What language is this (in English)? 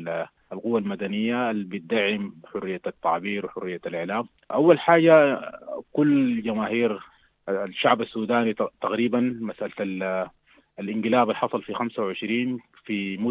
Sudanese Arabic